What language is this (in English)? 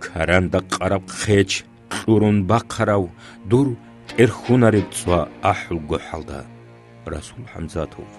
Avaric